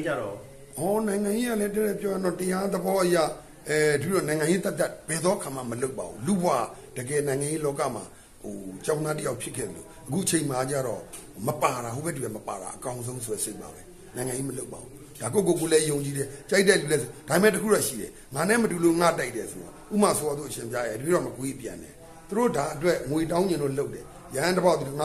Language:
Burmese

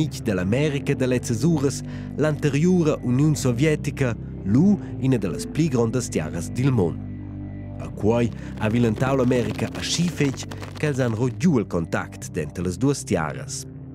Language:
Romansh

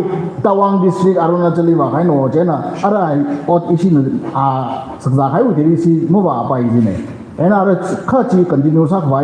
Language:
Tangkhul Naga (India)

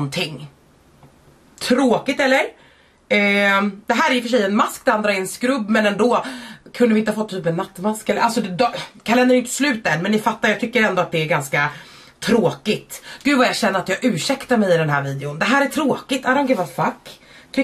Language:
Swedish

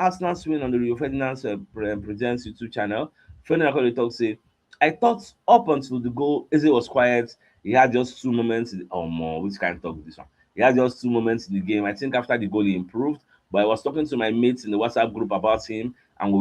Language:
Nigerian Pidgin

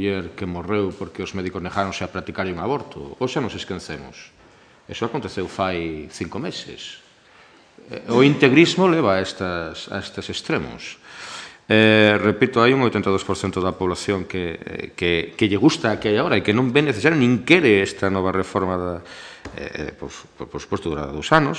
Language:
Galician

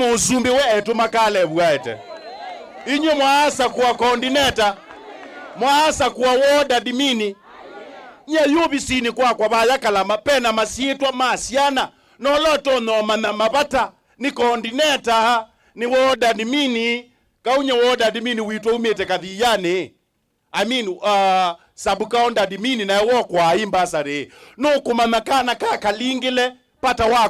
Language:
Kamba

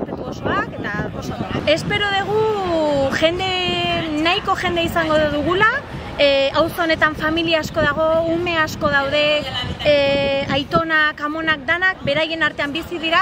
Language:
Basque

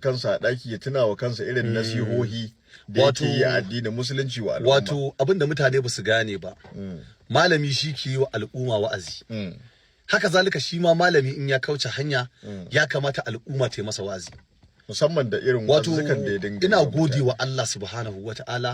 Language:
Hausa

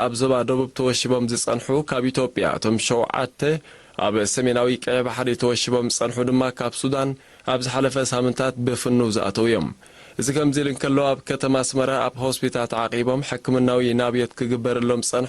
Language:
Tigrinya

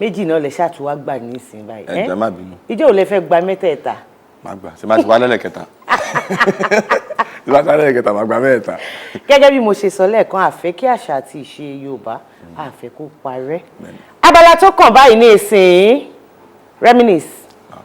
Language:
Yoruba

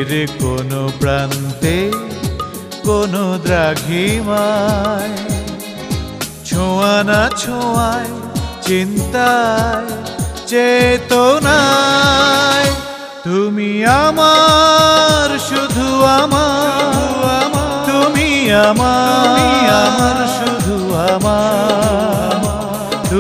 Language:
Bangla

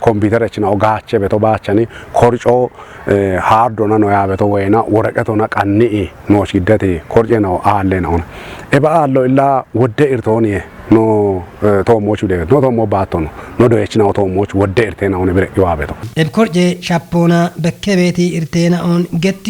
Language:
Kafa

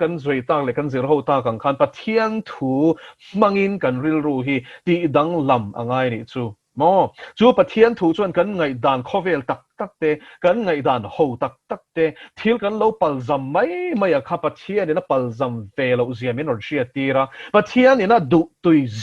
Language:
Mizo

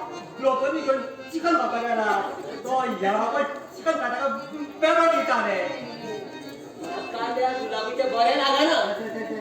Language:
Konkani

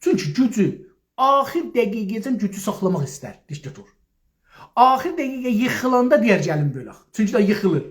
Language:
South Azerbaijani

